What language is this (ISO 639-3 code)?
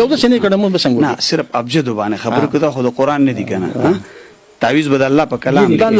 pus